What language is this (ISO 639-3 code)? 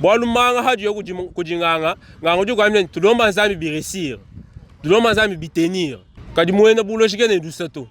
lua